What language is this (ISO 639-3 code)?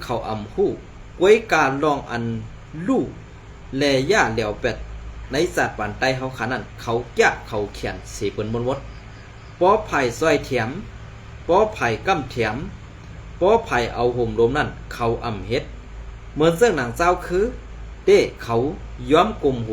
shn